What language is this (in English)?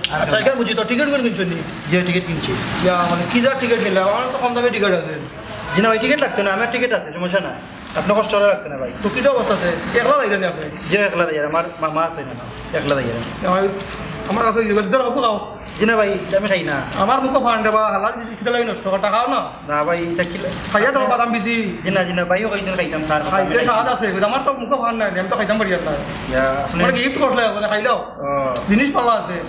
Sylheti